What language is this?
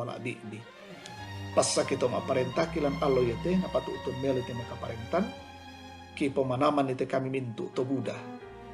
Toraja-Sa'dan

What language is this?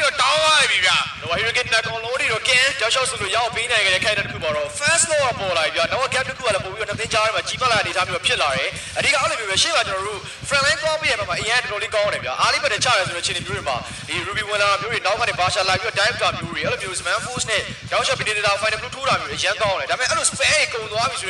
Burmese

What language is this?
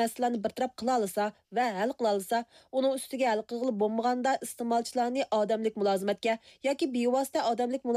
Uyghur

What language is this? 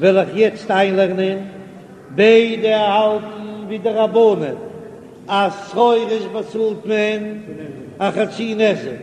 Yiddish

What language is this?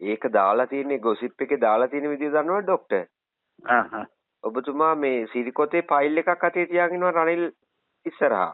Sinhala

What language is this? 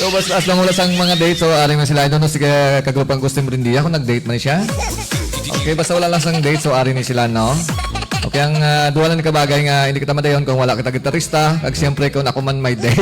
Hiligaynon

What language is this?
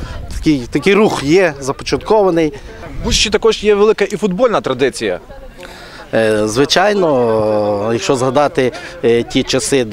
Ukrainian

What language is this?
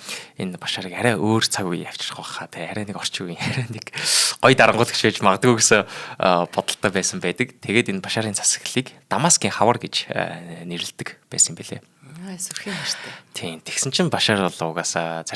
Mongolian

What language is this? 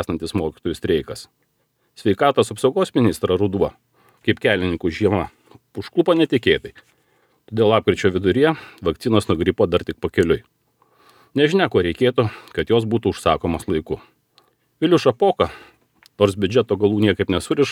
Lithuanian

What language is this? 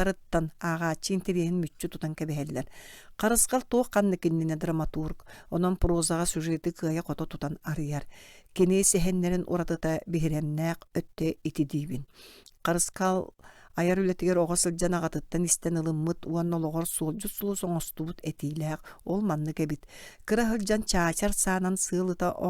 Yakut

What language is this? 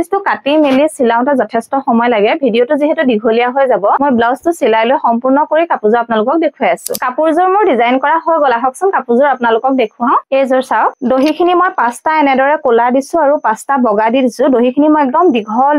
Assamese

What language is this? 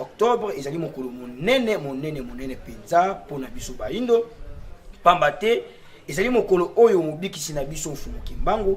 Lingala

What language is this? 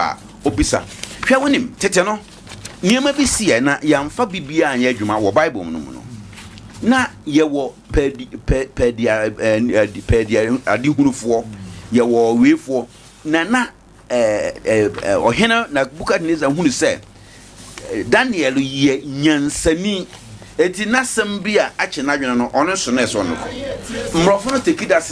Akan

